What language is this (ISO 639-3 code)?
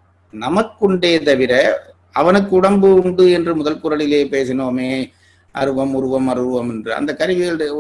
tam